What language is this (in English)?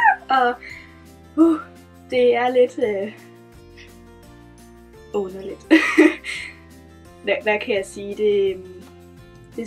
Danish